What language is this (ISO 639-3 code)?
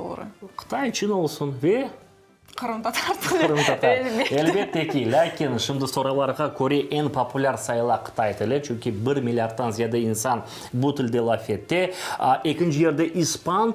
crh